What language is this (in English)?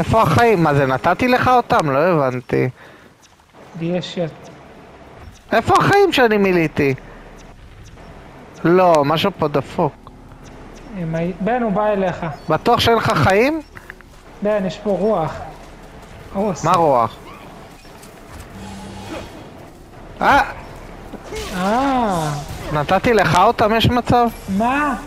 Hebrew